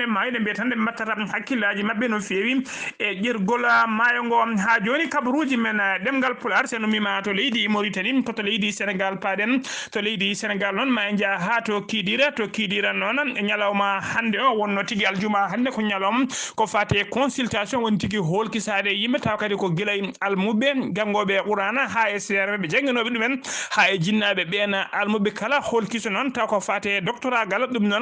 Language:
Fula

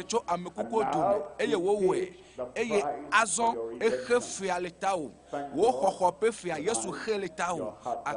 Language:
Ewe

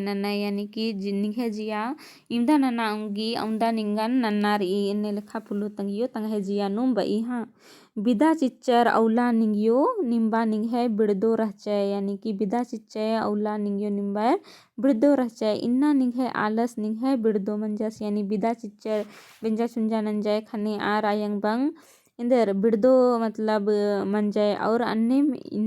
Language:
Kurukh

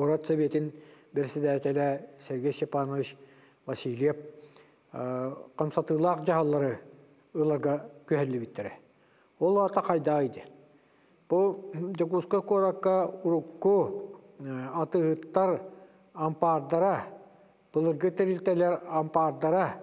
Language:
Yakut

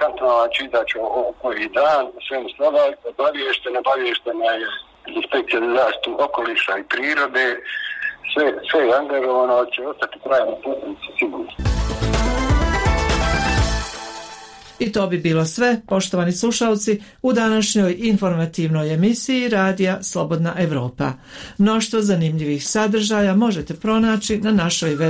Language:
Bosnian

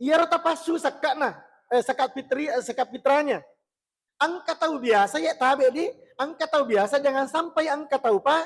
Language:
Buginese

